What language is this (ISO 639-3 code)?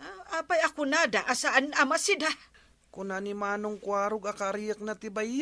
ilo